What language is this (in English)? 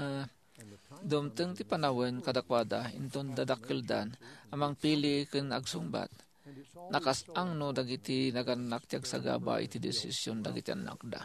Iloko